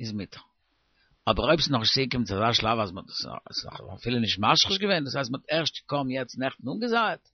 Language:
Yiddish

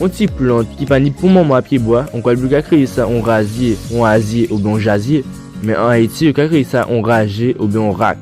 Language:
Guadeloupean Creole French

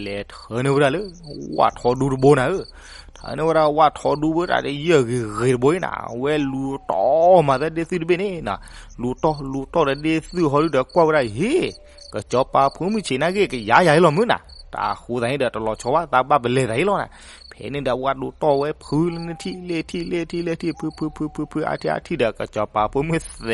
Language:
S'gaw Karen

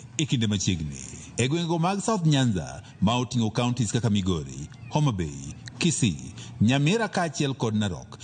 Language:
Luo (Kenya and Tanzania)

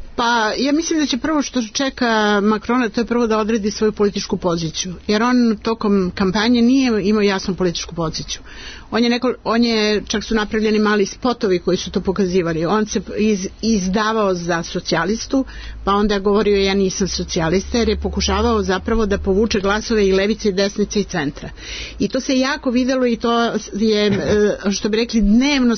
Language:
Serbian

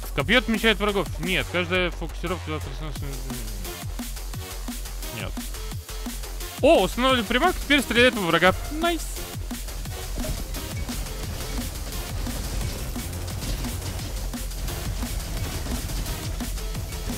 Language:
Russian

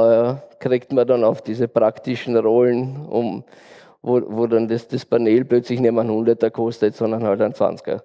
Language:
German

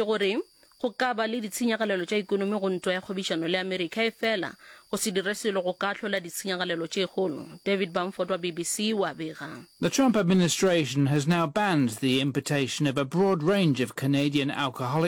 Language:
Northern Sotho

